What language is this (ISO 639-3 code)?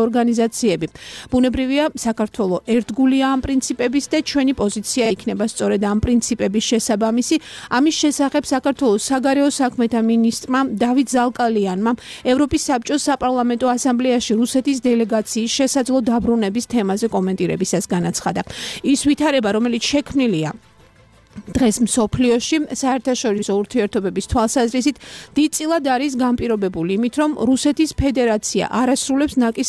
kat